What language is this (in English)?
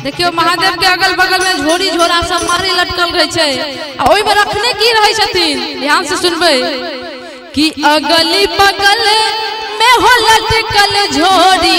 Maithili